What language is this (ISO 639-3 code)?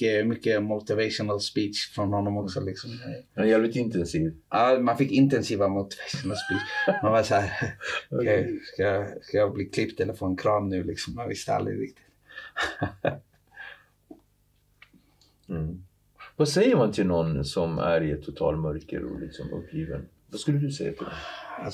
swe